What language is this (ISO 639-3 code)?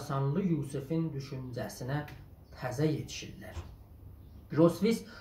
azb